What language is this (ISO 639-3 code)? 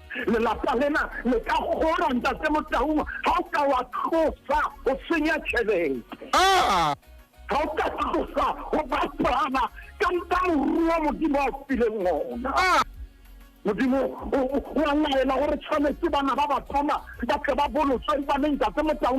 sot